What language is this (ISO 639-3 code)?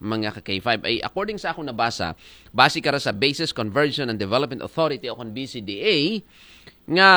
akl